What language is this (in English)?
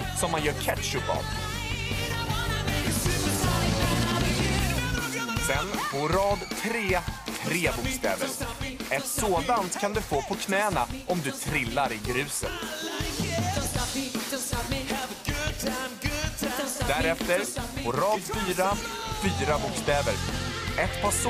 Swedish